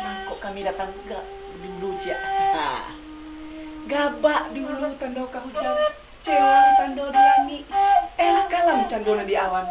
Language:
Minangkabau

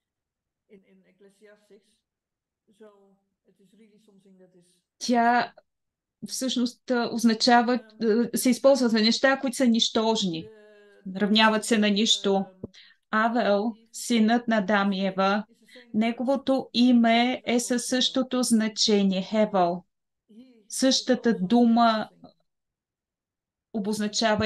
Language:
Bulgarian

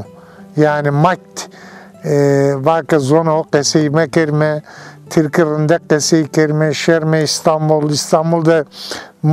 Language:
Zaza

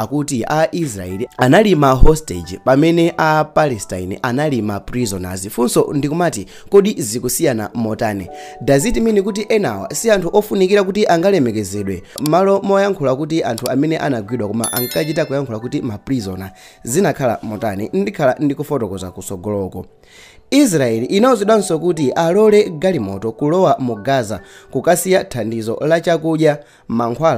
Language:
Nyanja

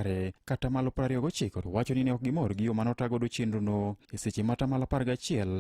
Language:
Luo (Kenya and Tanzania)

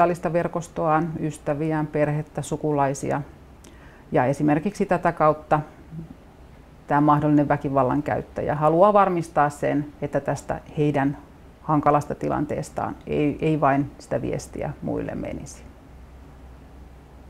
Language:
Finnish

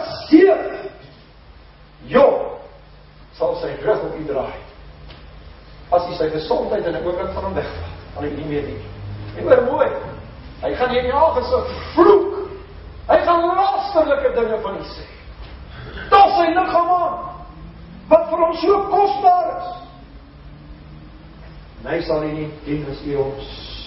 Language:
Afrikaans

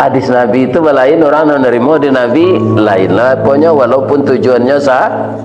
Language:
Minangkabau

